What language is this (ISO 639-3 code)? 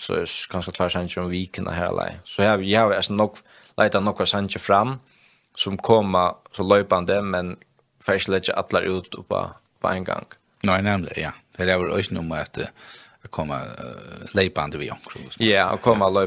fao